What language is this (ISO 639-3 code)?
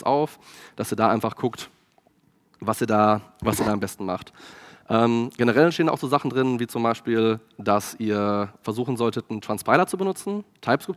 deu